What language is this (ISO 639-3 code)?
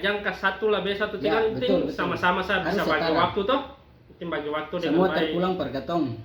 abs